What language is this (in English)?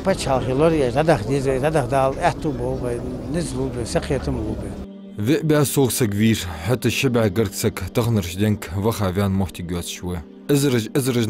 Ingush